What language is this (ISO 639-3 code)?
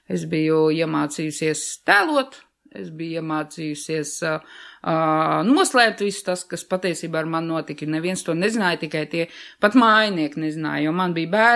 lav